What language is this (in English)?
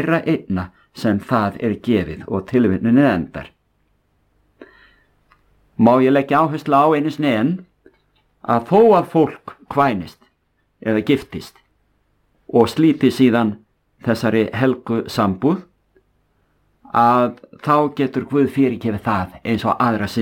Icelandic